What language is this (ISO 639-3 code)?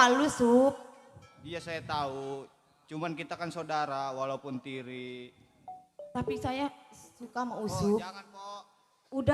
bew